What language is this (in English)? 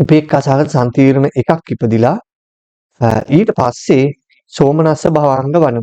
Sinhala